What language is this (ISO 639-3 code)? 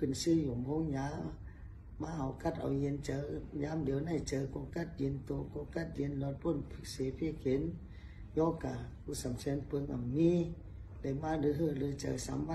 shn